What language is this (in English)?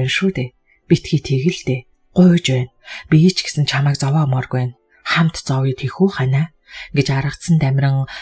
Mongolian